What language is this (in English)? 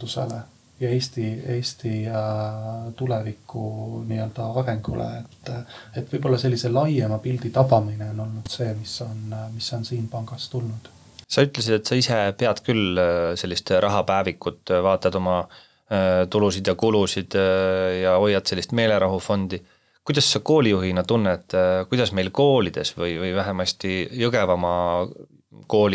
Estonian